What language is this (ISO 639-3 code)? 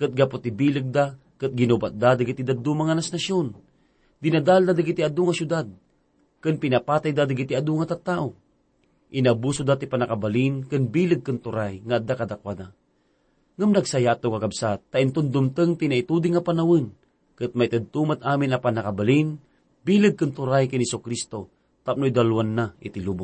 ilo